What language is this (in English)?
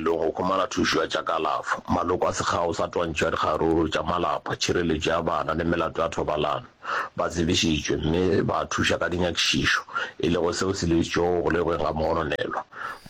Northern Sotho